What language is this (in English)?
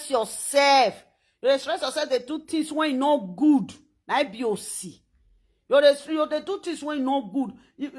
Nigerian Pidgin